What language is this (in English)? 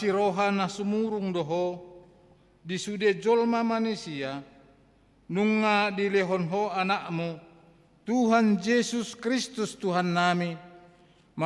Batak Toba